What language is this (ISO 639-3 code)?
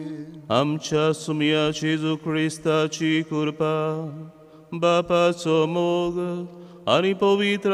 kok